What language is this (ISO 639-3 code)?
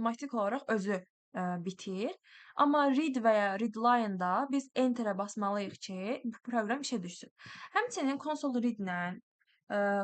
aze